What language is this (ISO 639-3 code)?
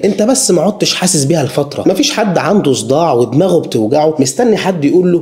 arz